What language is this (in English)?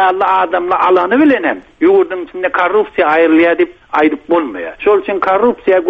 Turkmen